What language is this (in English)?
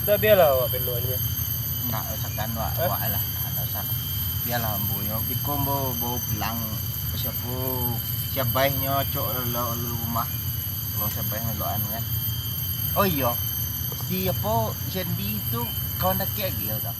Minangkabau